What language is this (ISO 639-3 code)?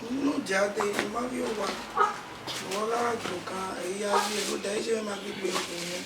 bin